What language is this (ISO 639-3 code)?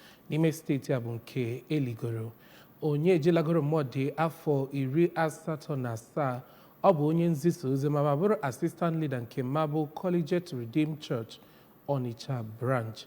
ibo